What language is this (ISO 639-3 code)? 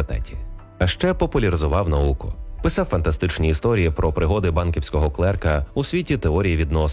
ukr